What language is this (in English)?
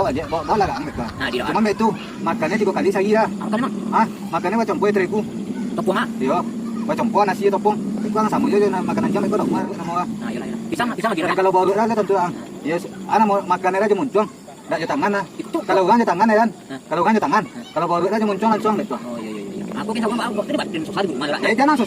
Minangkabau